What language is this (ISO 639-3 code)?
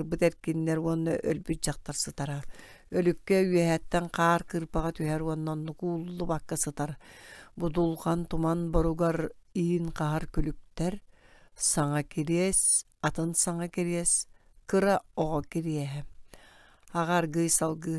sah